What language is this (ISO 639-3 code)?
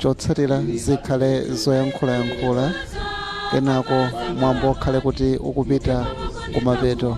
nya